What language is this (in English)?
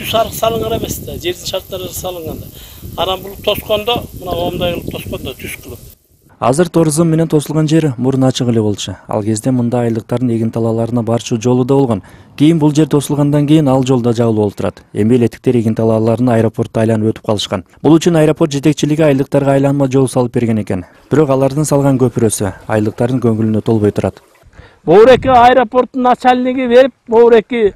Kyrgyz